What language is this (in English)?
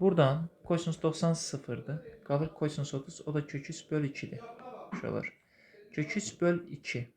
Azerbaijani